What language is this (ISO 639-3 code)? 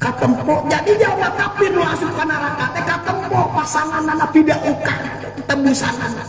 sun